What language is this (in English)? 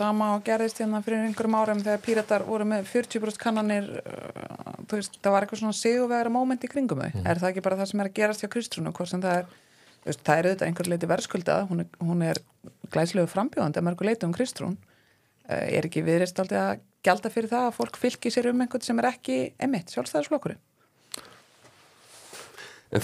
Icelandic